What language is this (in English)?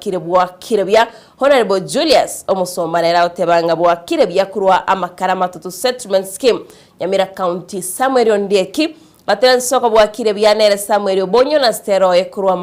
Gusii